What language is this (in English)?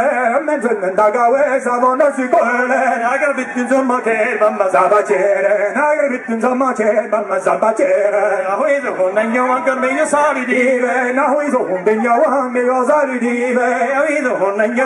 Breton